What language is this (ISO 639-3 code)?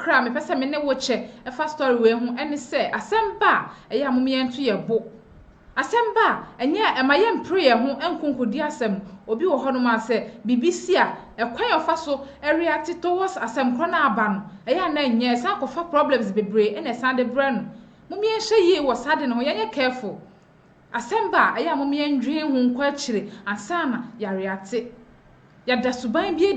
aka